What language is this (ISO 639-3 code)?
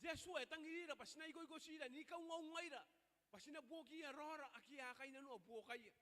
gil